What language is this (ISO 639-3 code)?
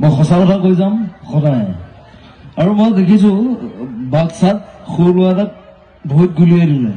asm